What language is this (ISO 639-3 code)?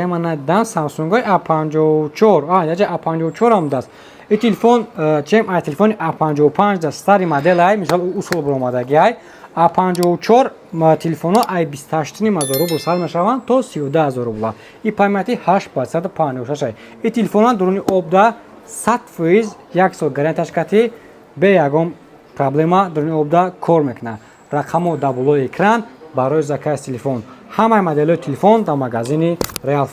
tgk